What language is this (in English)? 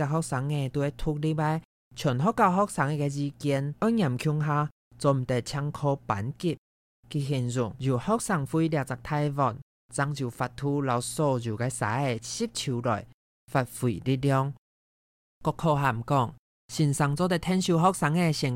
Hakka Chinese